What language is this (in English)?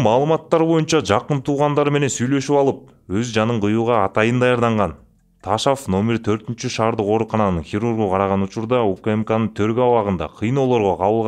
Kyrgyz